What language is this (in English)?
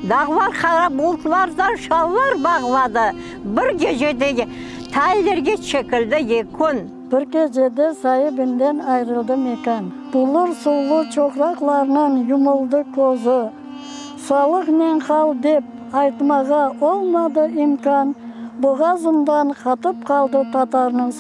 Crimean Tatar